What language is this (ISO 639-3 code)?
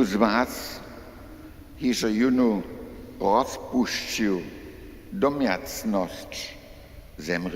hsb